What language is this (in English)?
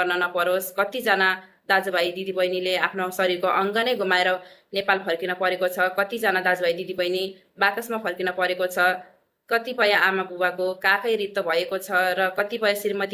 Nepali